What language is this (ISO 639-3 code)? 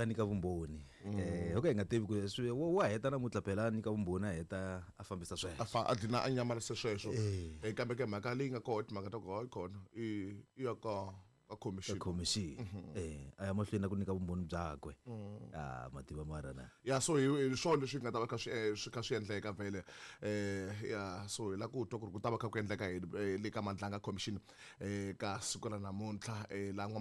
tso